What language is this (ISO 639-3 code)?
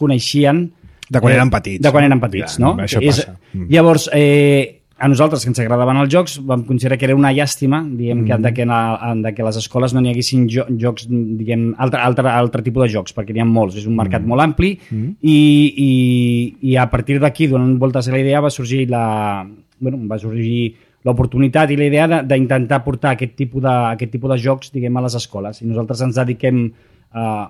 cat